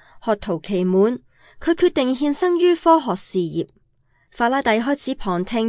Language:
Cantonese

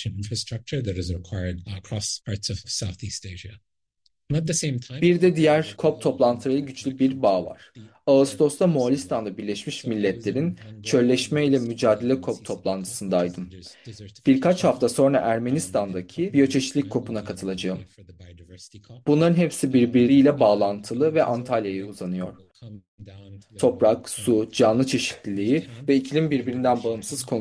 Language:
Turkish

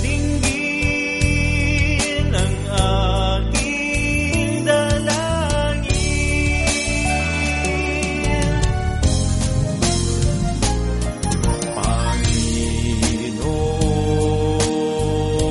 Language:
Filipino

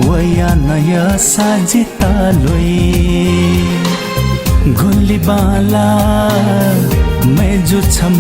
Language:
Newari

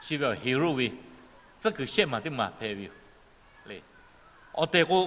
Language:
Lahu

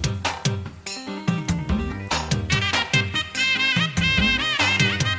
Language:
Malayalam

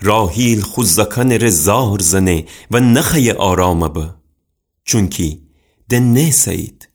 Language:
Gilaki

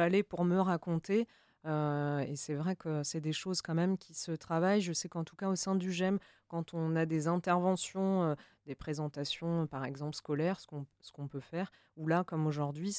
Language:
French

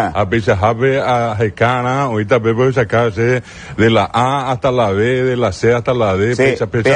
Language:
Guarani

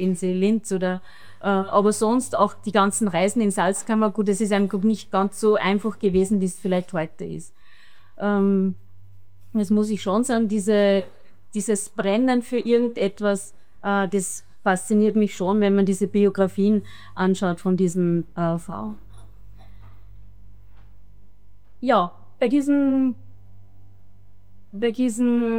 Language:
German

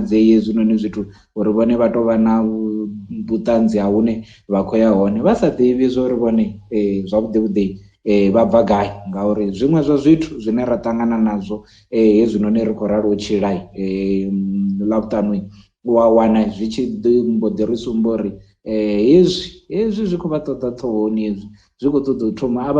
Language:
Venda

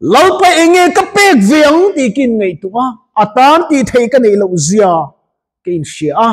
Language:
Mizo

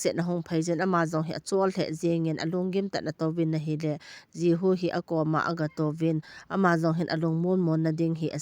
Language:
Thado Chin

